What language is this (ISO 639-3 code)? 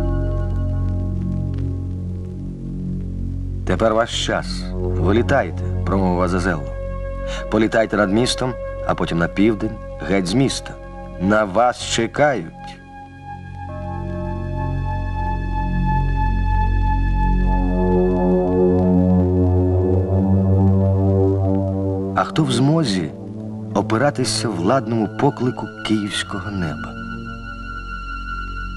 ukr